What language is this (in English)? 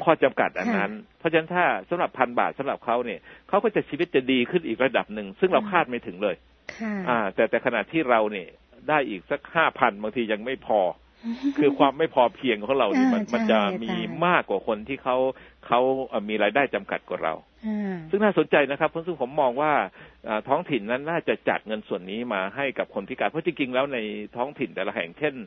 Thai